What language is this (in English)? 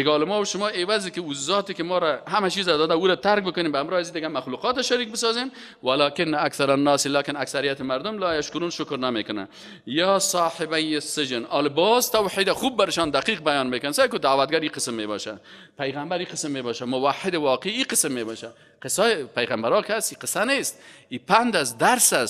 Persian